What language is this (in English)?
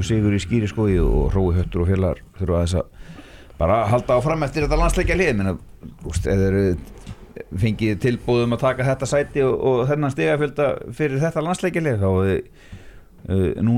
Icelandic